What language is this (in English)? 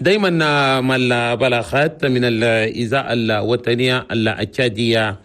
Chadian Arabic